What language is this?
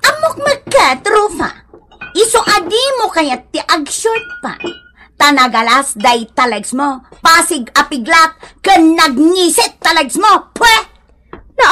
Iloko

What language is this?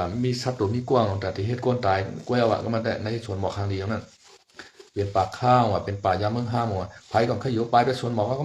Shan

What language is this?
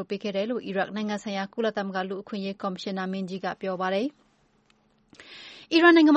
Burmese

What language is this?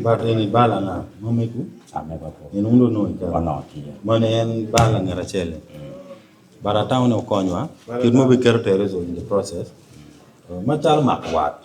Acoli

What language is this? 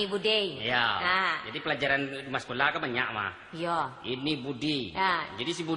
Minangkabau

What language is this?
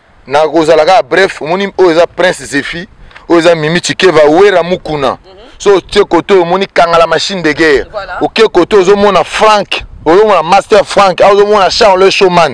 Lingala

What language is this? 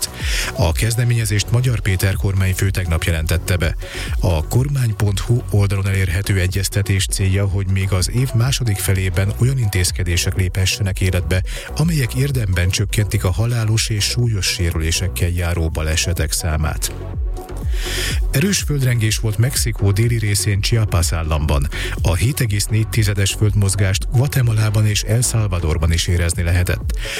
Hungarian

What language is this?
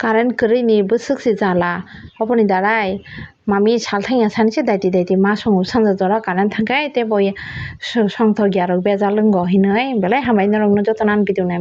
Kok Borok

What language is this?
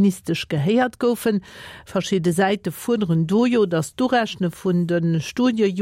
Luxembourgish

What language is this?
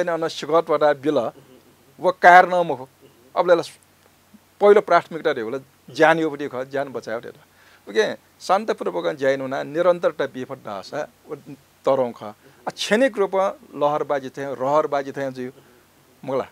Newari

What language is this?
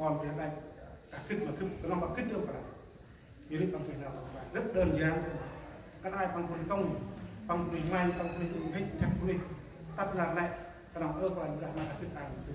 Central Mnong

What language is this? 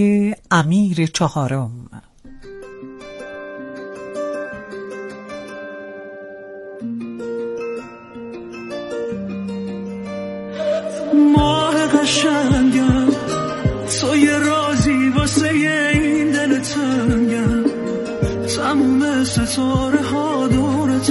Persian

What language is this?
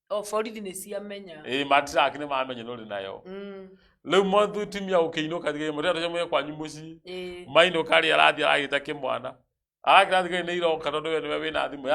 Kikuyu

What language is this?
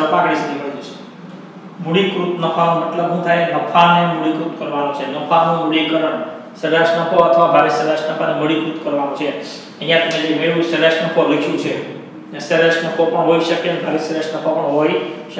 Gujarati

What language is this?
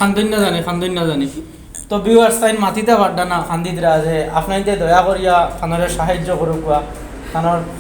Sylheti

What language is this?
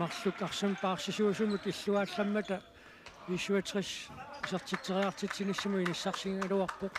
Kalaallisut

